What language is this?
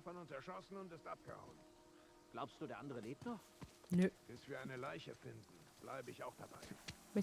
Swiss German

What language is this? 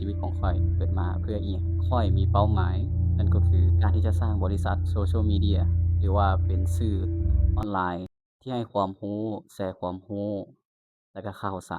Lao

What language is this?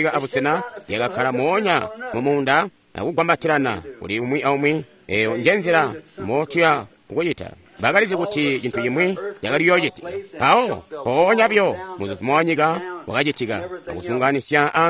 Tonga (Zambia)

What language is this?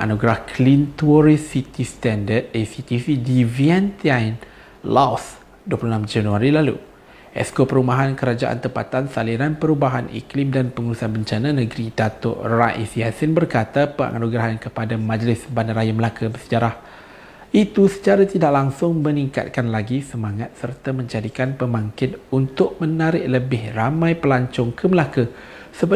Malay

